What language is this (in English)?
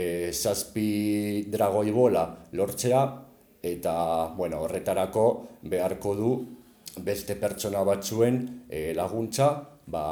Basque